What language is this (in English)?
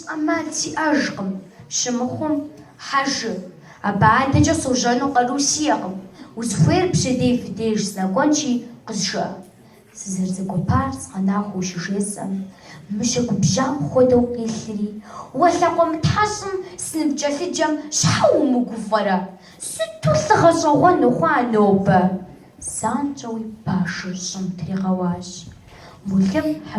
Kabardian